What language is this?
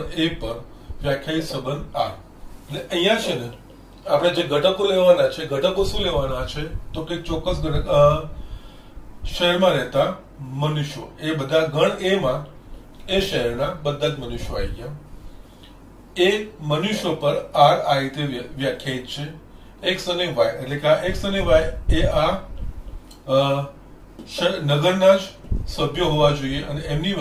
Gujarati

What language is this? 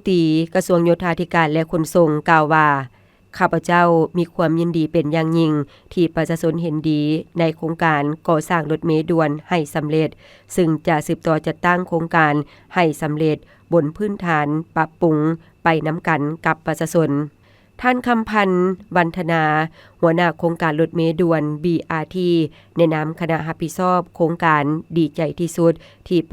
Lao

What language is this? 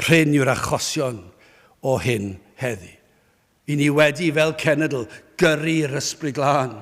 Welsh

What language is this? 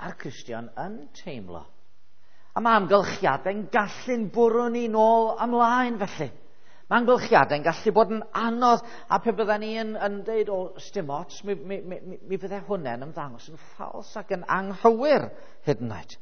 Welsh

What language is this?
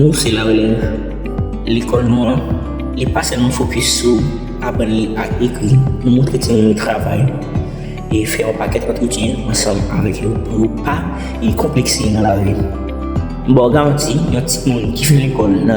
Haitian Creole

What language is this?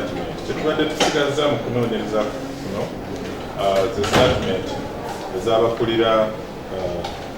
Ganda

